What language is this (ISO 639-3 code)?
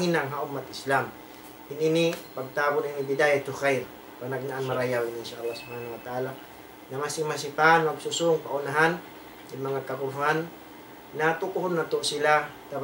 tsg